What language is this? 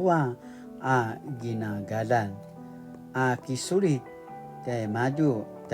Paiwan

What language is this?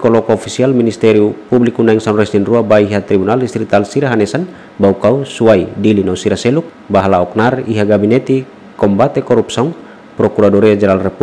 Tetum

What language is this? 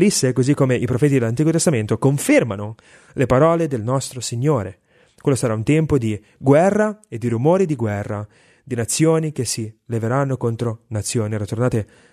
Italian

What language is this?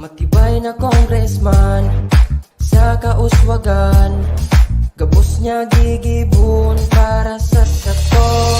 Bikol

